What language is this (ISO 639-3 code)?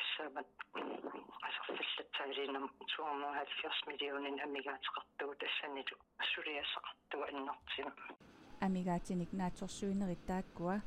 kal